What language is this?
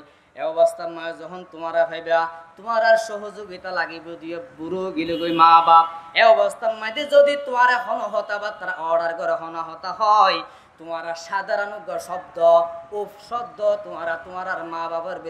Rohingya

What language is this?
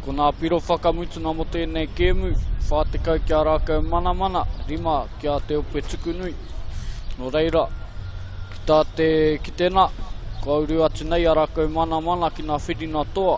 Māori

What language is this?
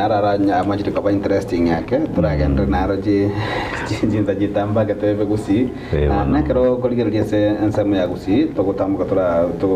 Gusii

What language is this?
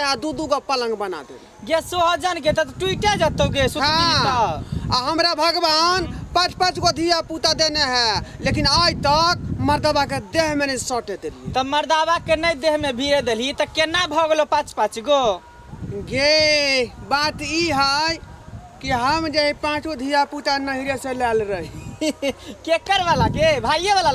Maithili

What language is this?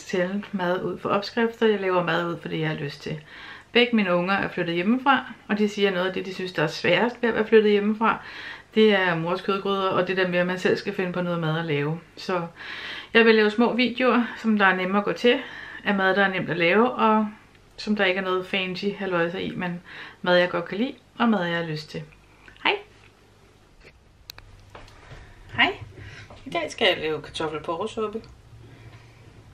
Danish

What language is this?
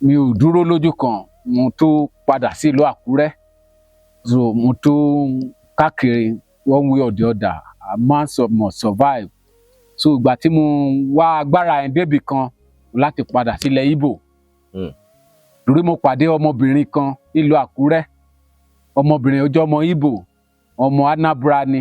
Yoruba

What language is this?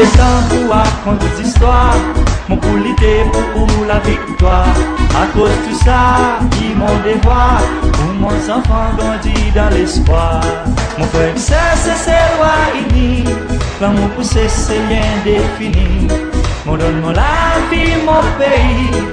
Seselwa Creole French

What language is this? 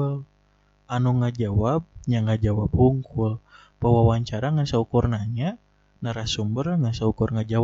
Sundanese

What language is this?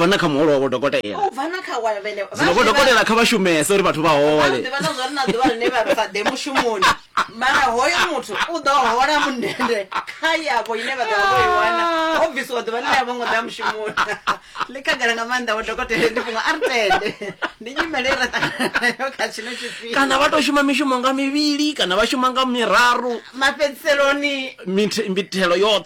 Venda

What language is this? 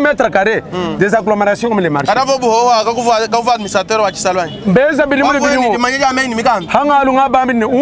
Luba-Lulua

